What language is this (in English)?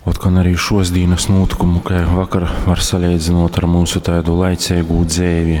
Latgalian